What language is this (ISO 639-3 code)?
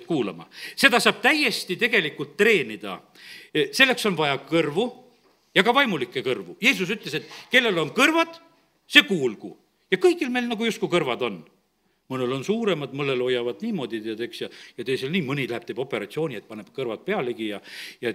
est